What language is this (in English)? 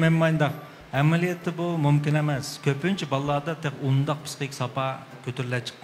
Uyghur